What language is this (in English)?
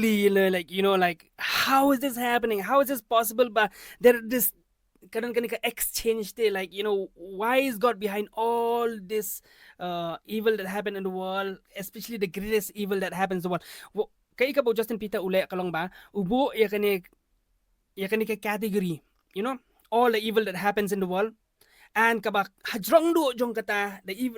Khasi